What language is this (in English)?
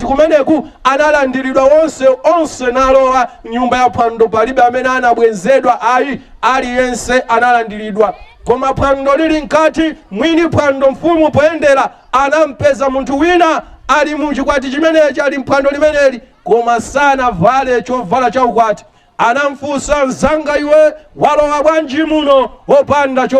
Nyanja